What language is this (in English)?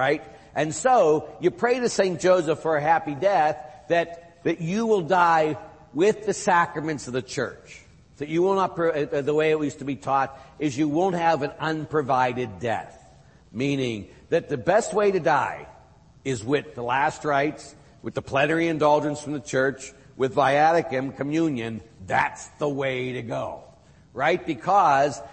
English